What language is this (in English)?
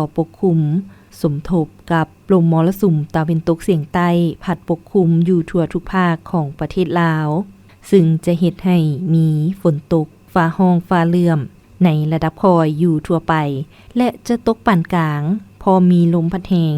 Lao